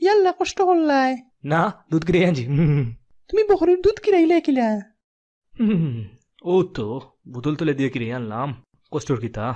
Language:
Sylheti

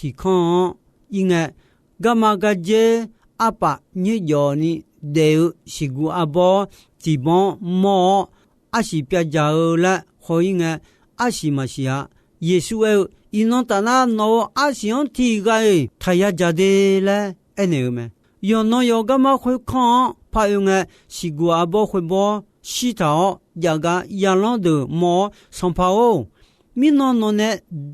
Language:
Akha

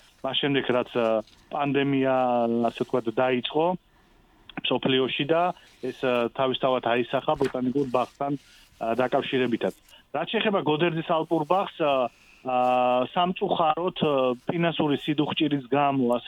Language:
Georgian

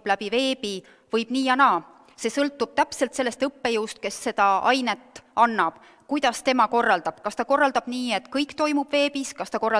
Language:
Estonian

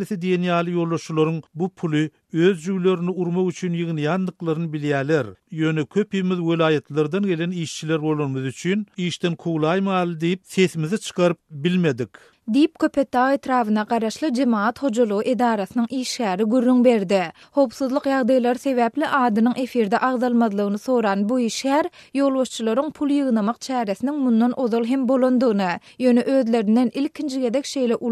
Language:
Turkmen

